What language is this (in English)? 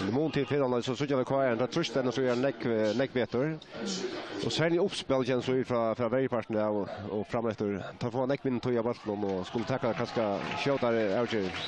Faroese